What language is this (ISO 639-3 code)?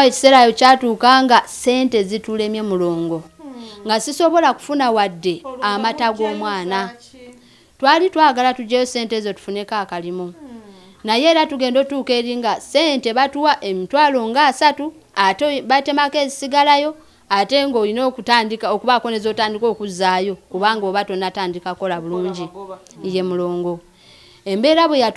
lug